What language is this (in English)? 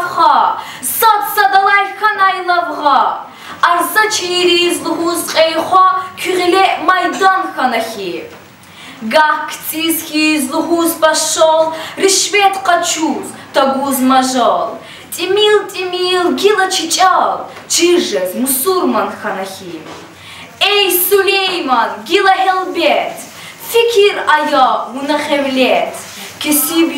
Lezghian